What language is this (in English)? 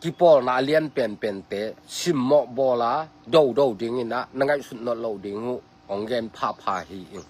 Tedim Chin